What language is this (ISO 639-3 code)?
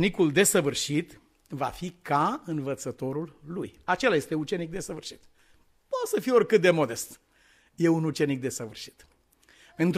ron